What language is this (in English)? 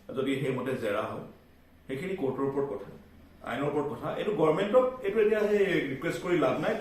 Assamese